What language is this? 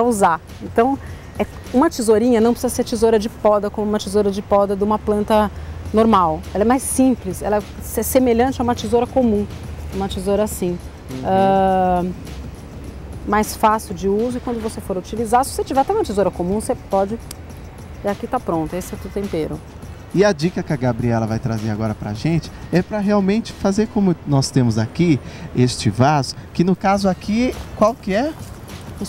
Portuguese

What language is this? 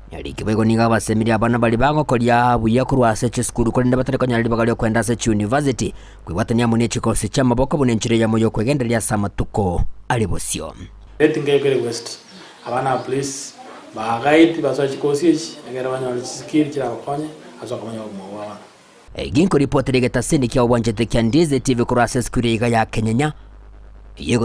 Gusii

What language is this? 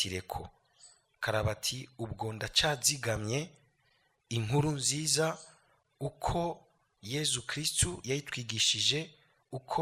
Rundi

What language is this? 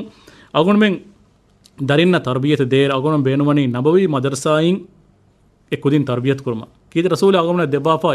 Divehi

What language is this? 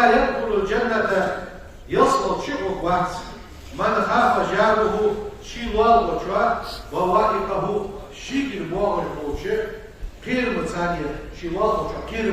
Ingush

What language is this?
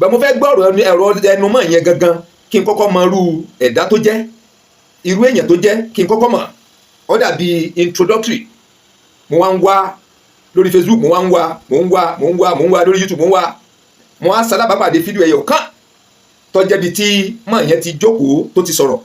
Yoruba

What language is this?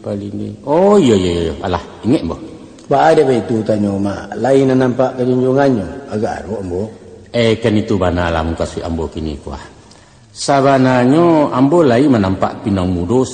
Minangkabau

